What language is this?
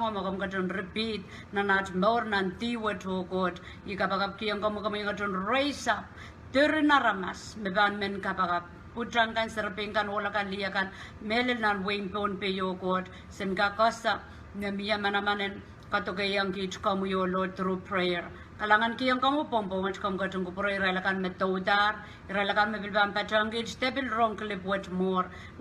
Pohnpeian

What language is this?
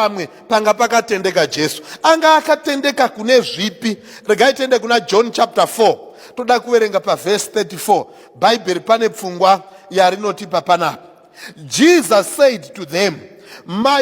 Shona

